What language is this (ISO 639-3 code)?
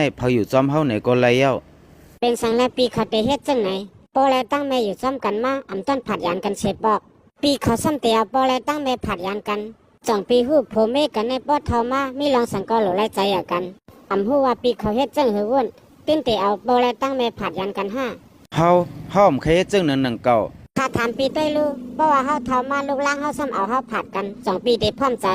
shn